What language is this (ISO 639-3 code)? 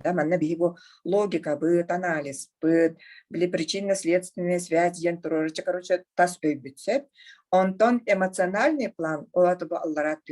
sah